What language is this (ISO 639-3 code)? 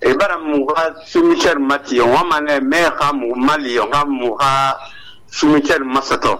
sus